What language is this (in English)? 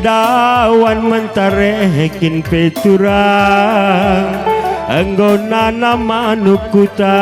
Batak Karo